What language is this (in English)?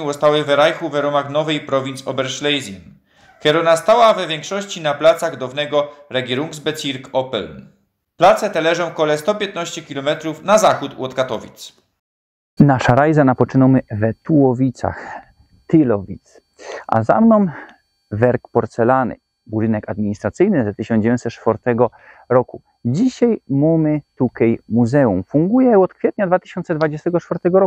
Silesian